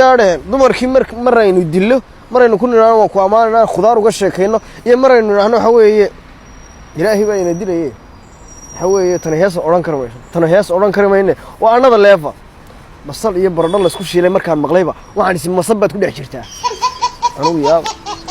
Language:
Somali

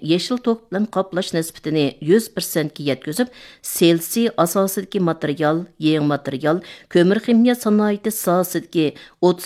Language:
Uyghur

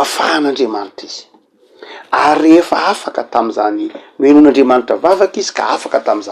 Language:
Malagasy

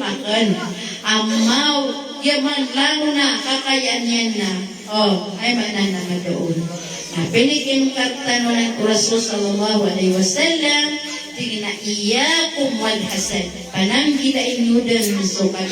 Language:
Maranao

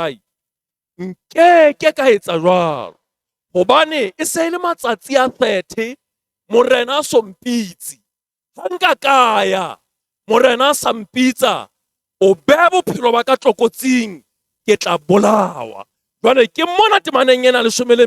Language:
Southern Sotho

